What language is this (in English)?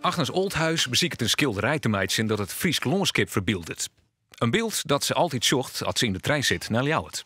Western Frisian